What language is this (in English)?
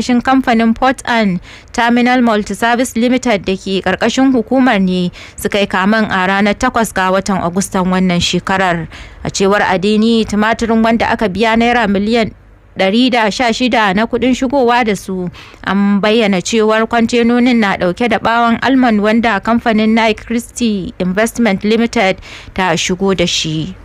Hausa